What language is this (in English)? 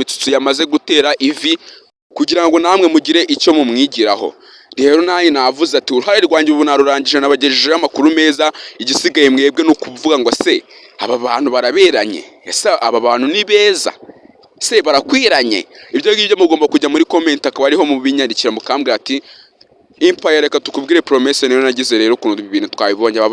Kinyarwanda